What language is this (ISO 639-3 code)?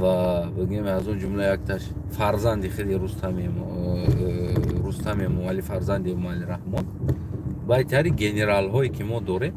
tgk